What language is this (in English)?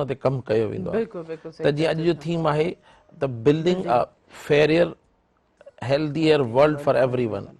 Sindhi